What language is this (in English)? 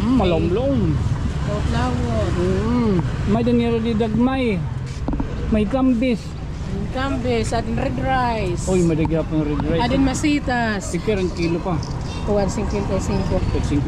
Waray